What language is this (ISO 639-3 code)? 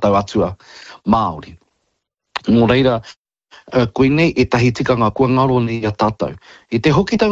mri